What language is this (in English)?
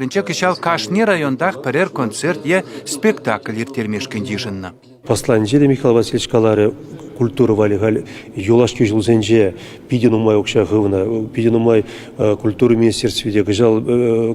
Chuvash